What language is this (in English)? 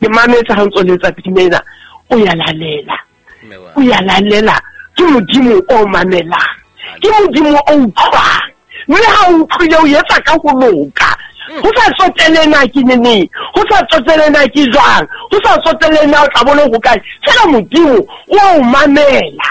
Southern Sotho